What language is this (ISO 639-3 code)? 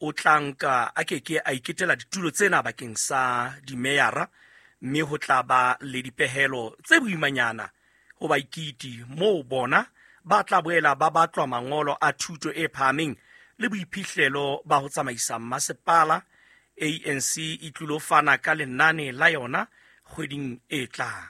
sot